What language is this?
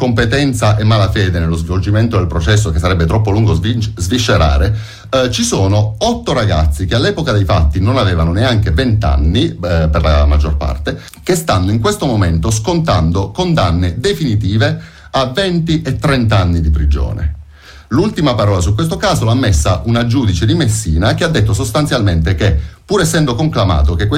Italian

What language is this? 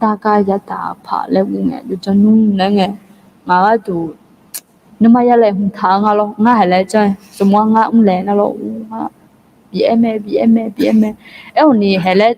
Akha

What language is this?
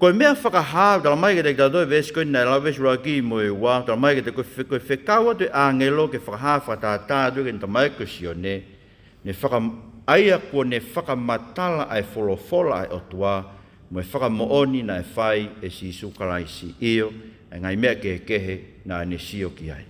Tongan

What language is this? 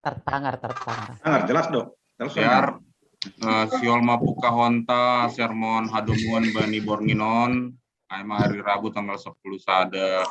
Batak Simalungun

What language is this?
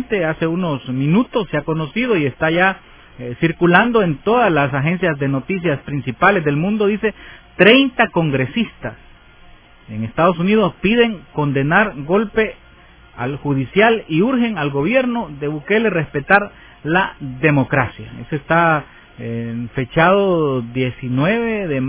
Spanish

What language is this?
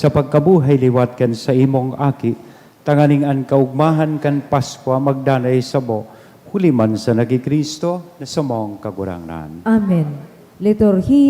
Bikol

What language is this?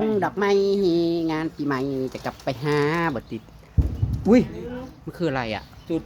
Northeastern Thai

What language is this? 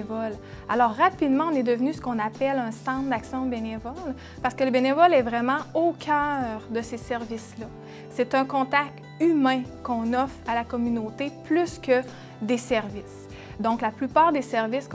French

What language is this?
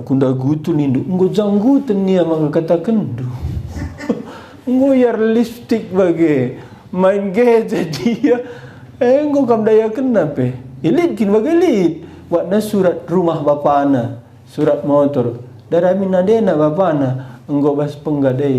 Batak Karo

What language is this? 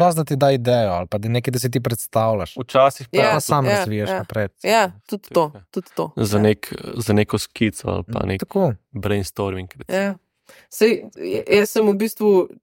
Slovenian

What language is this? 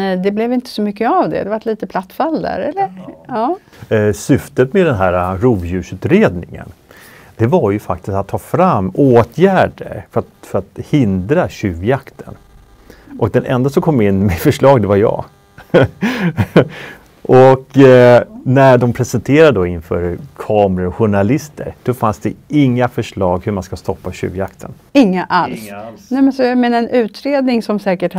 Swedish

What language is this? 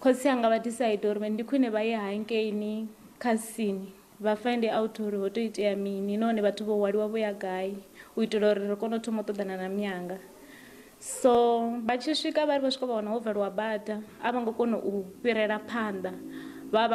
Venda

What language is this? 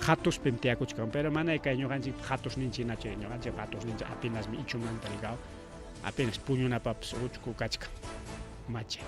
Ayacucho Quechua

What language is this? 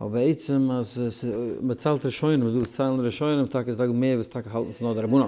Yiddish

